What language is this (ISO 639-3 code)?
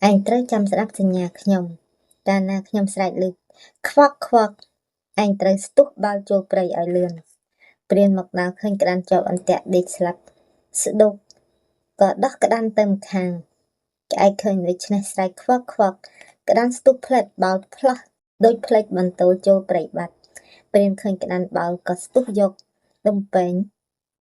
khm